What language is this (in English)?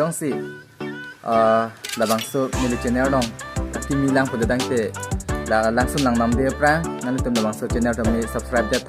Karbi